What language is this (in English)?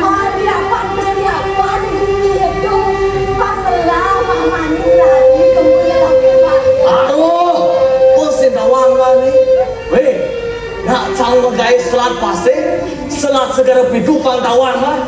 Balinese